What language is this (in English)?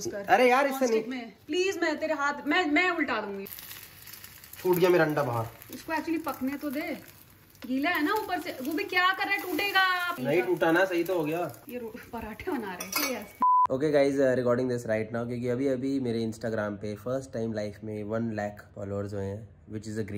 Hindi